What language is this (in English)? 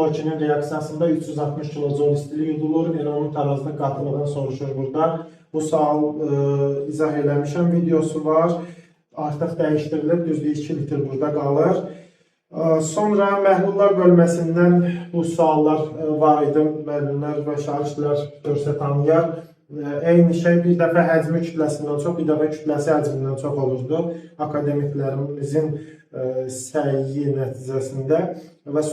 Azerbaijani